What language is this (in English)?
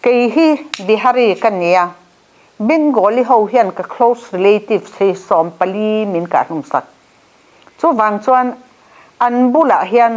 Mizo